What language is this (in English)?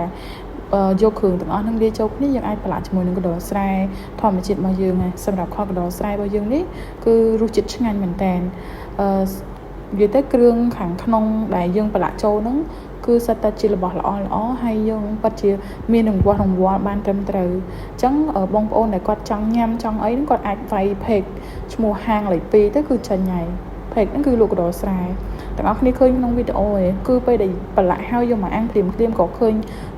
Khmer